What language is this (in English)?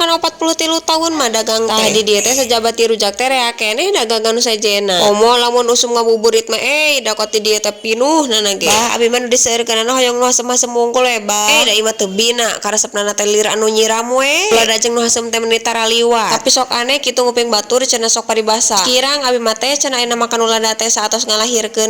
Sundanese